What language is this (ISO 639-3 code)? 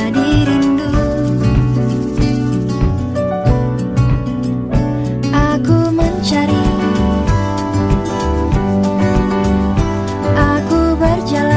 ind